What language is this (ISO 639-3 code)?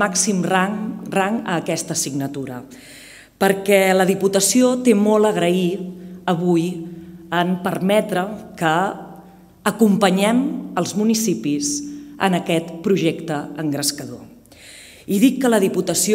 cat